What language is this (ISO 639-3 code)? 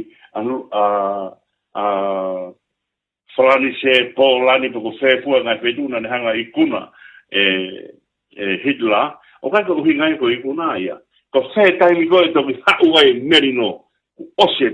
ton